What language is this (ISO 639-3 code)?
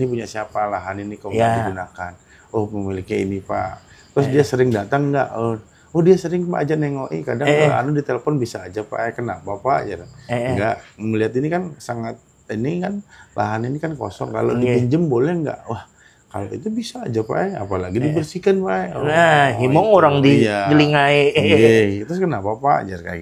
bjn